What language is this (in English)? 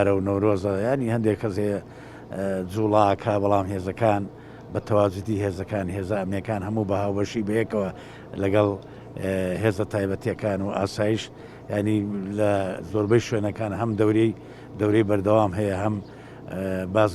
Central Kurdish